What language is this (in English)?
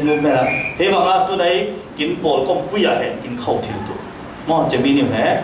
Falam Chin